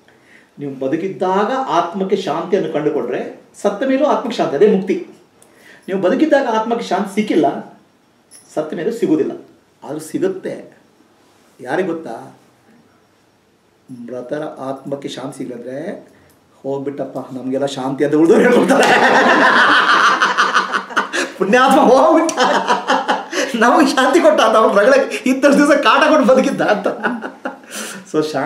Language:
Kannada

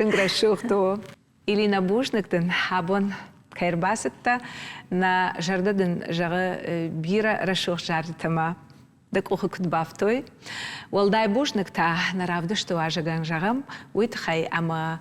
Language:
Ossetic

